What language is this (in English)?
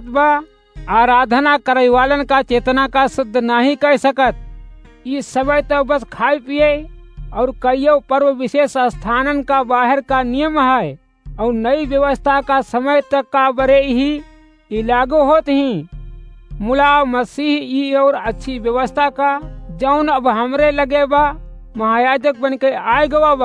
Awadhi